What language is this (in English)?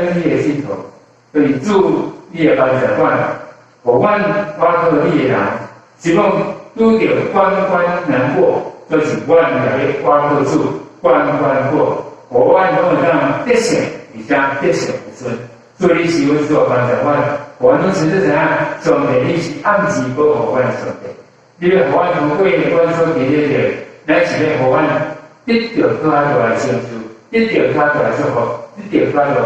Min Nan Chinese